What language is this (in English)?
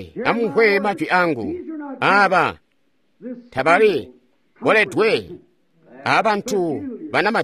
Tonga (Zambia)